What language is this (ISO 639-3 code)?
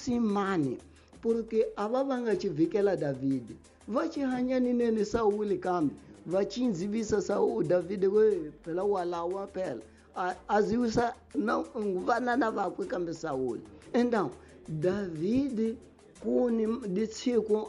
tso